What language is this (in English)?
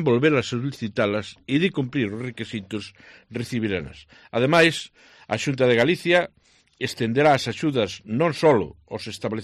Galician